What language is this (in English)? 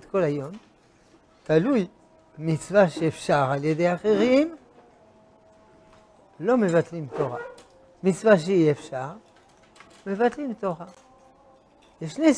Hebrew